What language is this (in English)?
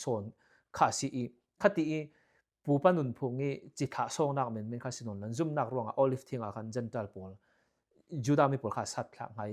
Falam Chin